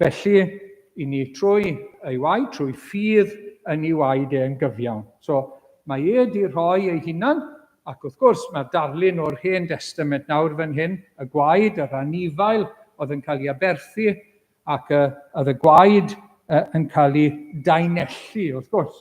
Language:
Welsh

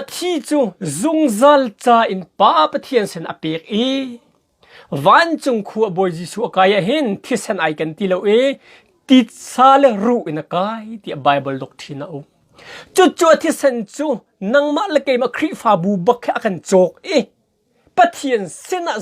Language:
Hakha Chin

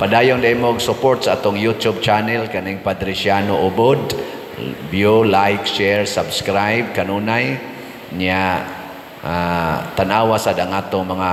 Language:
Cebuano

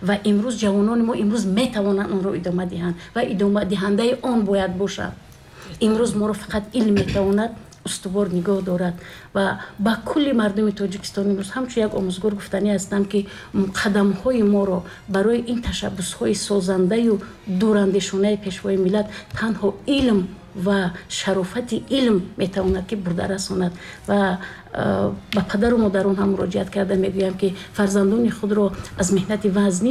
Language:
Tajik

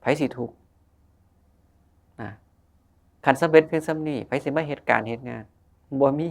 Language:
Northeastern Thai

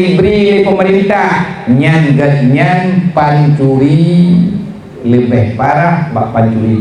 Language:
Achinese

